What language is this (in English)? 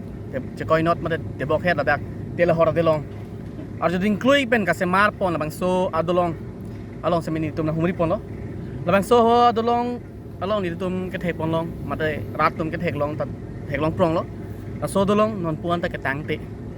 Karbi